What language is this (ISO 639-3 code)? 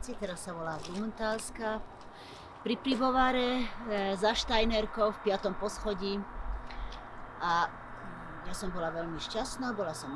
slk